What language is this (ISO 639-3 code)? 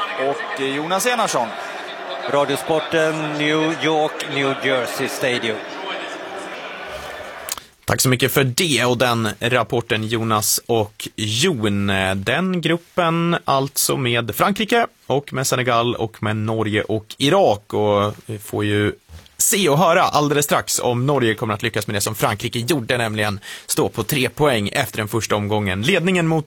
swe